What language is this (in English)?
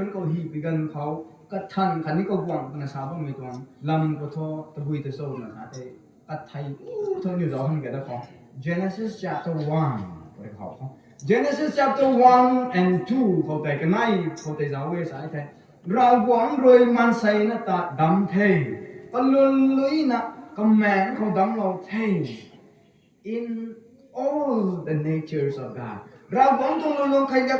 Rongmei Naga